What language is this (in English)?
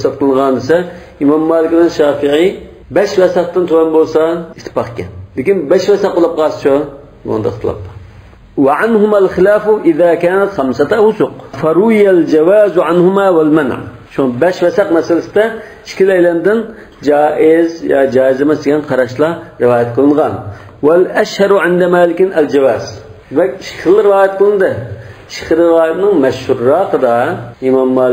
Uyghur